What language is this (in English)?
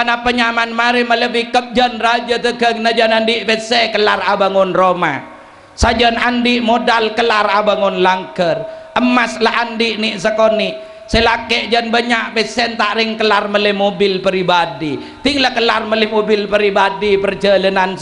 Madurese